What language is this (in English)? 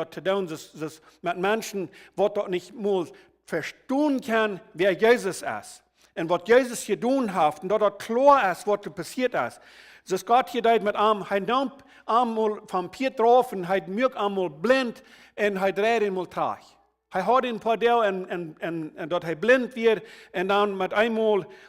Plautdietsch